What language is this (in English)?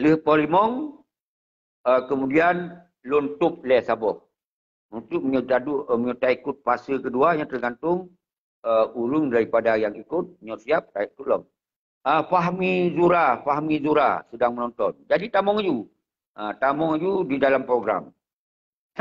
Achinese